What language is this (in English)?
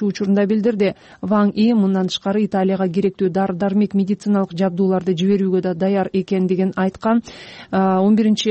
Kyrgyz